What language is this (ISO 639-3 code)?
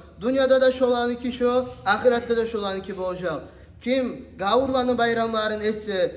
kum